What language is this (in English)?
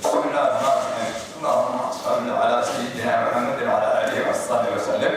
Somali